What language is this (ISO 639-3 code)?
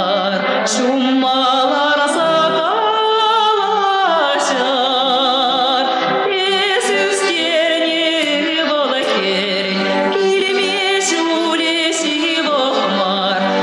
chv